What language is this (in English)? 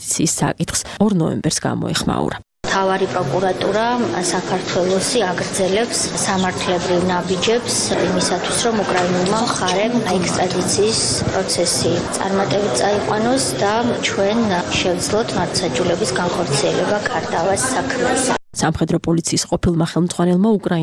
Georgian